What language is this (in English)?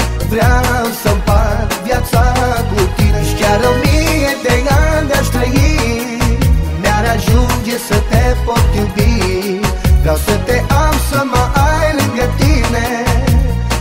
Romanian